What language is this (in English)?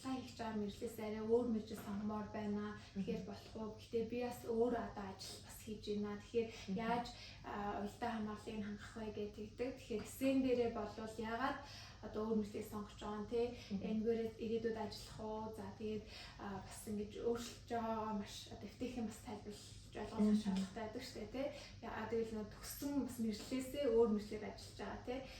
Mongolian